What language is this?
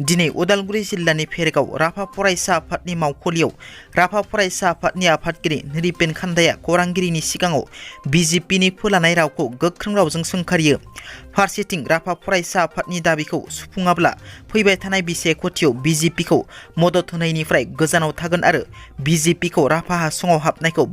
Bodo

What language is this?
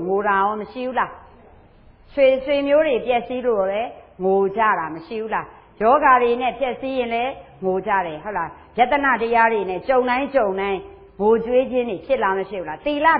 Burmese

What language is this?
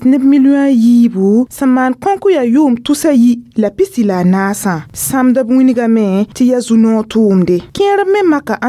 Mossi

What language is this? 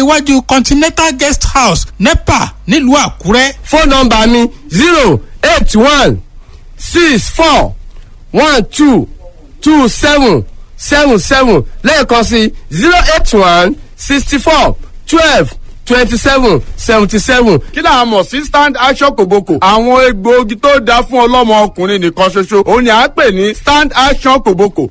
Yoruba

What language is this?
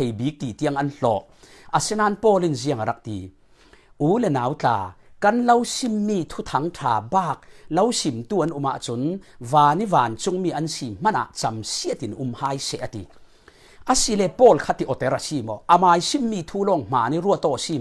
Falam Chin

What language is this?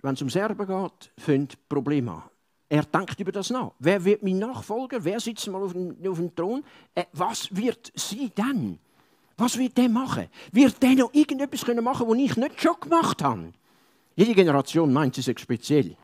Swiss German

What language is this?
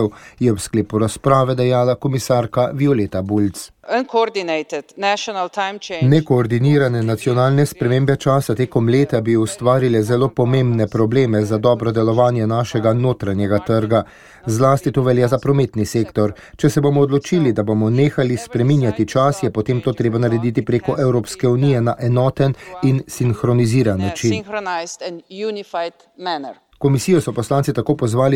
Slovenian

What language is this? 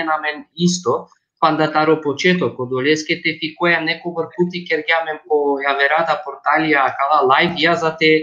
Balkan Romani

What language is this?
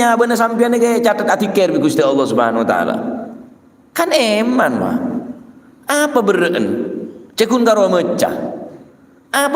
Madurese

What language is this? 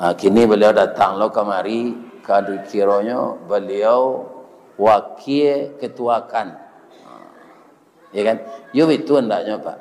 Minangkabau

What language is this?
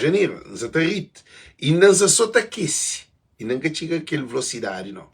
Kabuverdianu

